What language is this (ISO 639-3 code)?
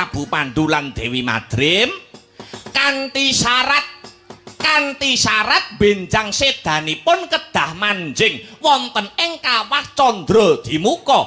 jav